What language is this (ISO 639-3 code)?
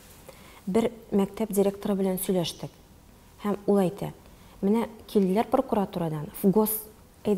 tat